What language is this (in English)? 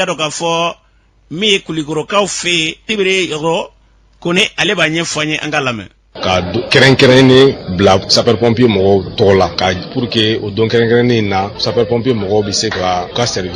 Bambara